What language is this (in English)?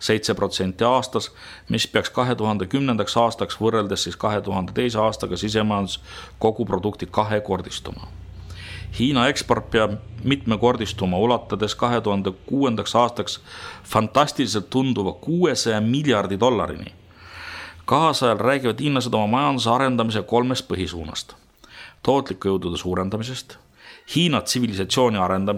Estonian